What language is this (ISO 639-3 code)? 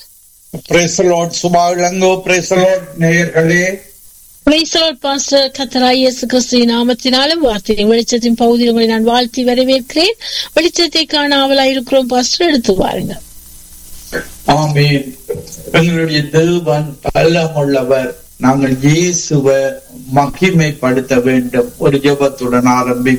tam